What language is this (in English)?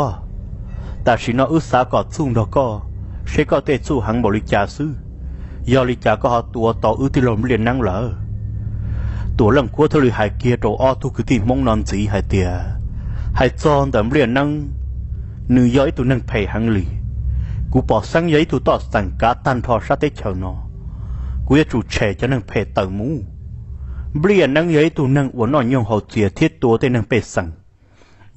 Vietnamese